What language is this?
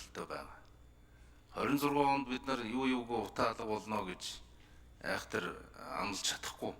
Mongolian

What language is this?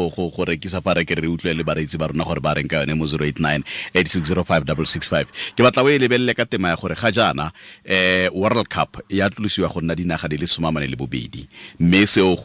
Tswana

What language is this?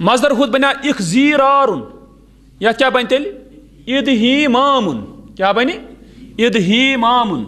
Kashmiri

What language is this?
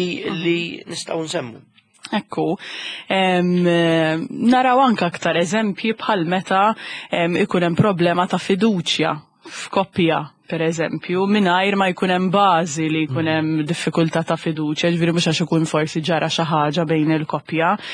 Maltese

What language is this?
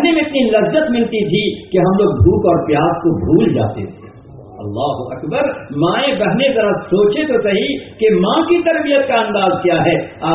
Urdu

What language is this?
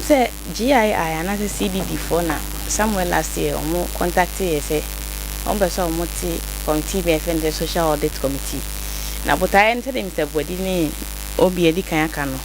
Akan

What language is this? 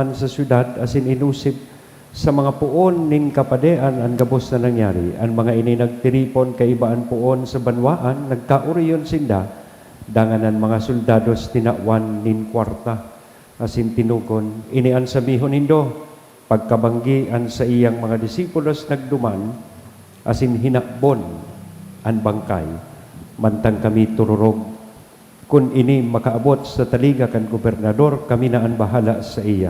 Bikol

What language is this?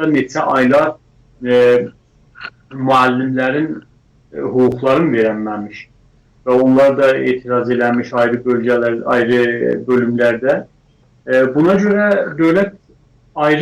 South Azerbaijani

